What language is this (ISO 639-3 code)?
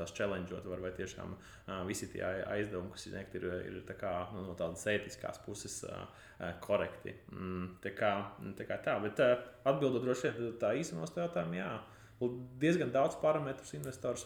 lav